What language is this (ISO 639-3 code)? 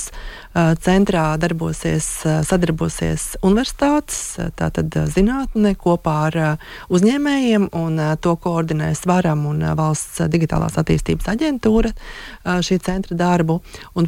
lav